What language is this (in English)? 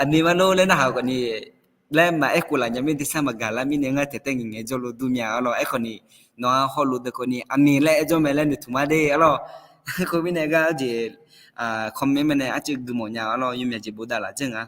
Akha